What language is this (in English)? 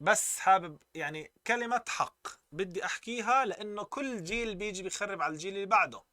North Levantine Arabic